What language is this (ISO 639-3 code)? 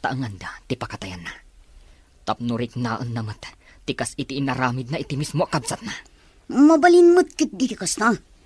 ilo